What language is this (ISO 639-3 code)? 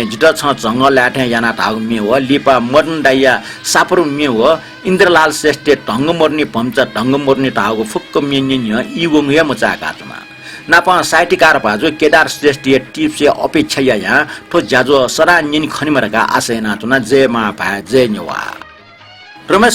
new